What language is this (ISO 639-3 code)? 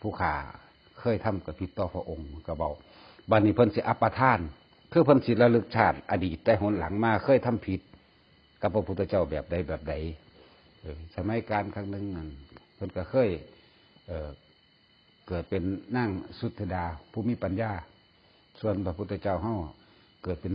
lao